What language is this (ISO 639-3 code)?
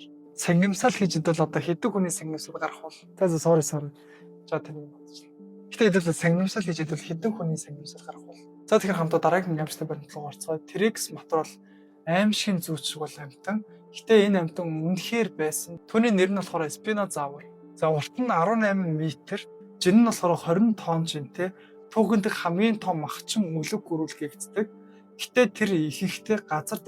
mon